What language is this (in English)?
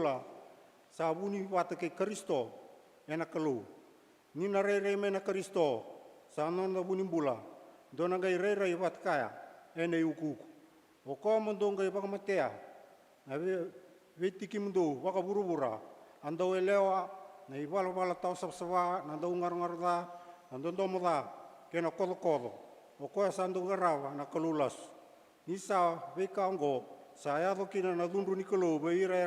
Fijian